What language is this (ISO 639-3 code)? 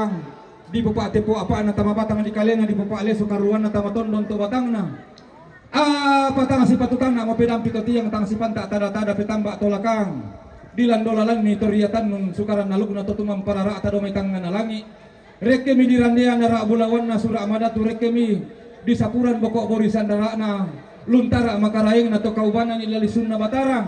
sda